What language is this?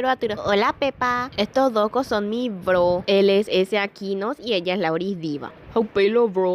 Guarani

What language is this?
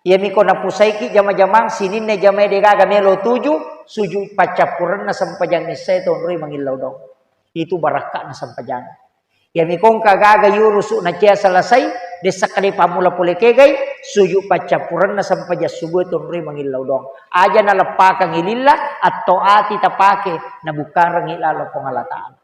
Buginese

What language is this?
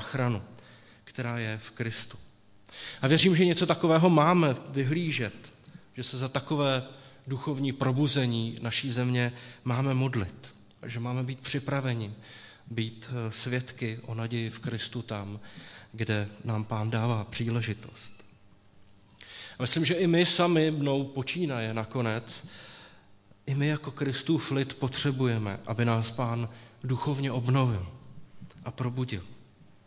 Czech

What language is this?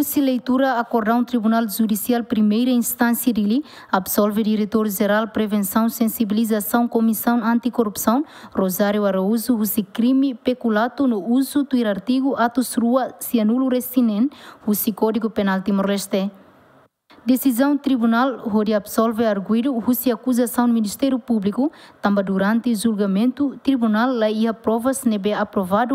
Tetum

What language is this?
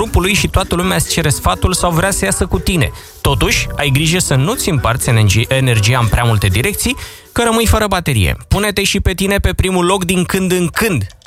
Romanian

